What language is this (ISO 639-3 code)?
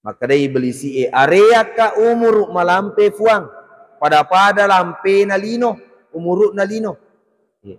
bug